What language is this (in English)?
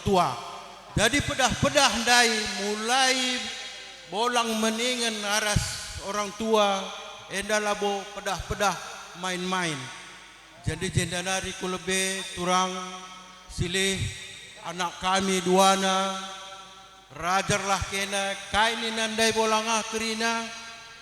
Batak Karo